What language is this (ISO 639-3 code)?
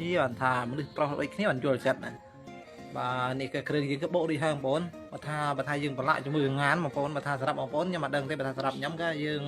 khm